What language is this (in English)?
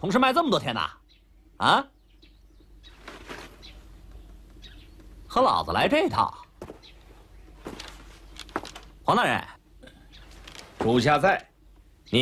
Chinese